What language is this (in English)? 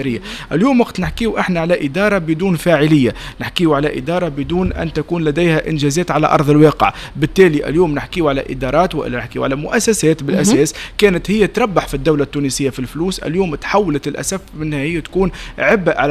Tunisian Arabic